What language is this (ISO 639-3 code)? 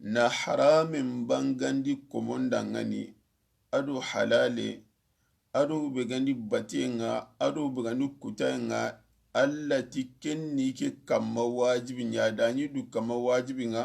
snk